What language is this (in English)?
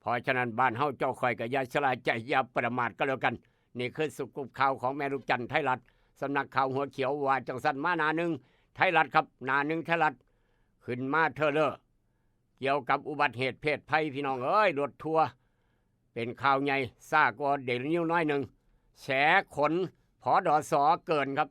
Northeastern Thai